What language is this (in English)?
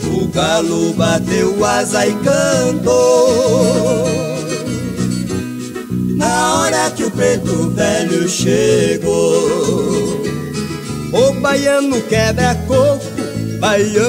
Portuguese